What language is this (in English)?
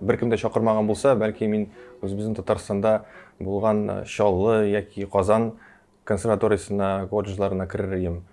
Tatar